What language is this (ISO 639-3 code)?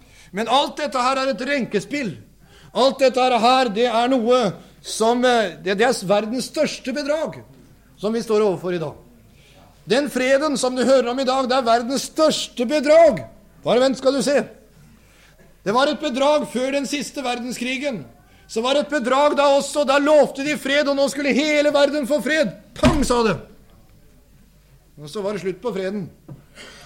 nor